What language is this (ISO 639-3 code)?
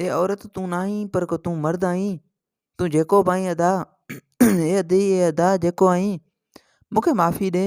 snd